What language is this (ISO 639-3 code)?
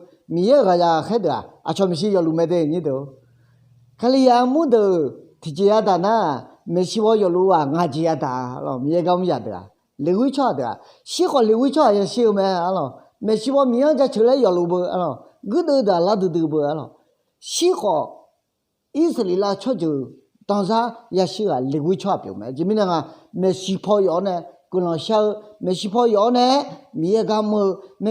ahk